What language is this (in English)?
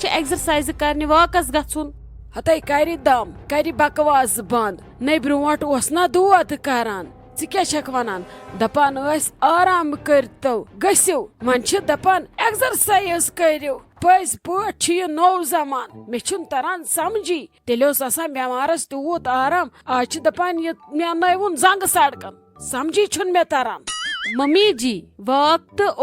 Kashmiri